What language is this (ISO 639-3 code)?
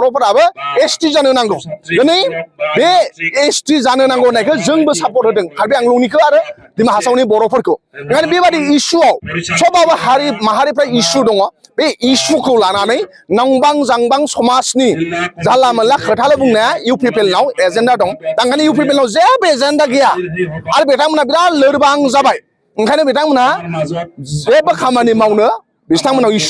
brx